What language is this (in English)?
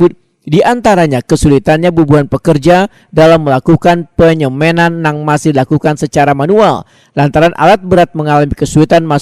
Banjar